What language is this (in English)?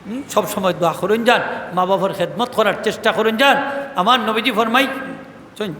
Sylheti